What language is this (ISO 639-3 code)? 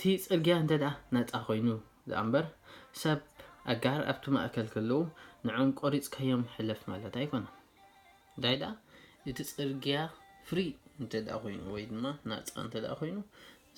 tir